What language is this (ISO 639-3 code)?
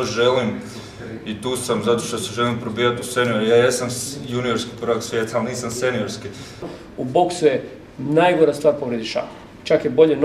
hrv